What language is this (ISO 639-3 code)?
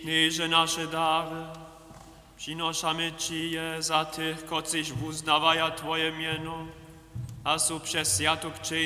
hsb